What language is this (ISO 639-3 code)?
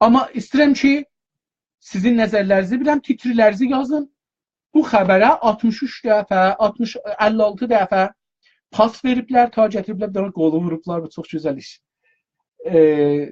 azb